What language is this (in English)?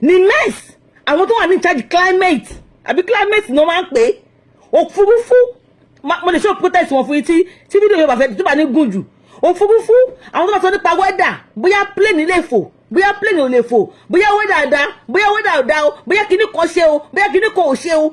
Yoruba